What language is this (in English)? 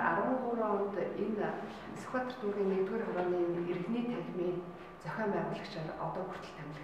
Mongolian